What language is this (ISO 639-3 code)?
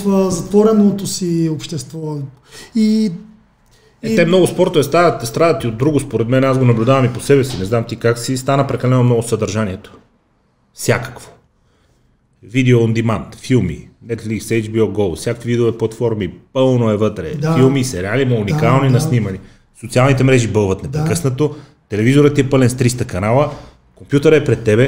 bul